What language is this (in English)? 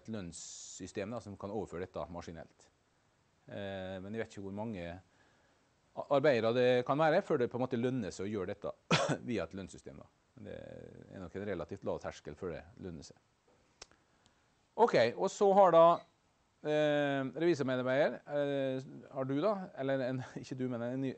Norwegian